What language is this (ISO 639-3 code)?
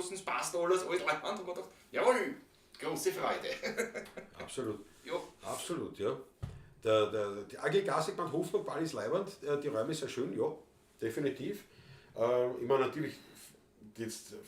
bar